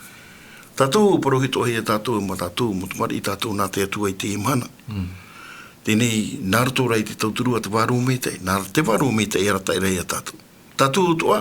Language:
Tahitian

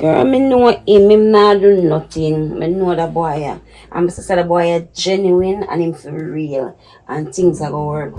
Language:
Jamaican Creole English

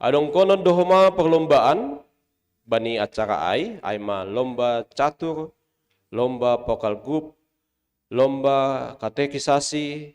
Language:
Batak Simalungun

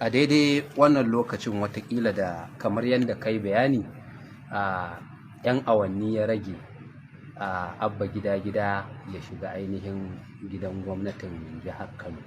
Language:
Hausa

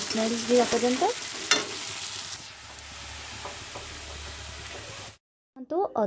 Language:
Odia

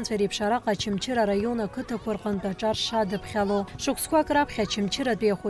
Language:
Abkhazian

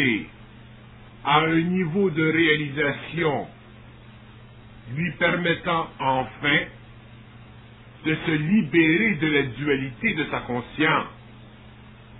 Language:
French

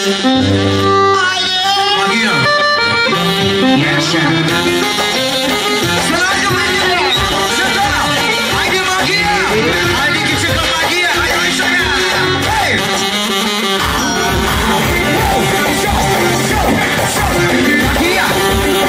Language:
Turkish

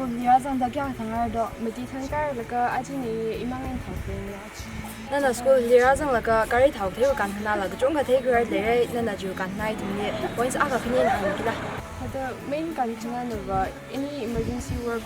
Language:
Tangkhul Naga (India)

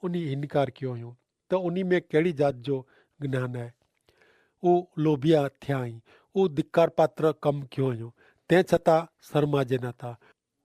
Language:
Kachhi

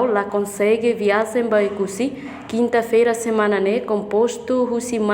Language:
Tetum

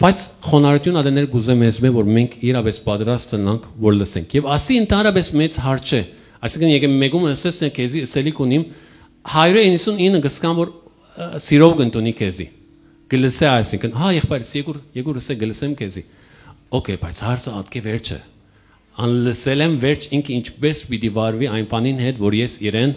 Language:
Western Armenian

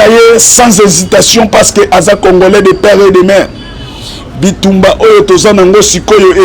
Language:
Lingala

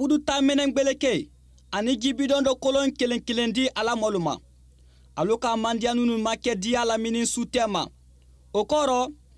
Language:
Bambara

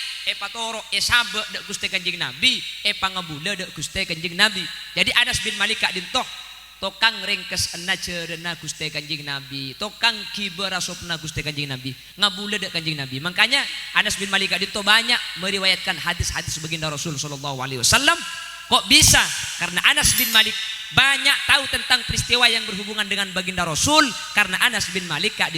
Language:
Madurese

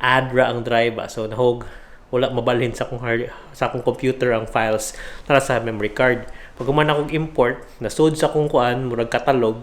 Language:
Cebuano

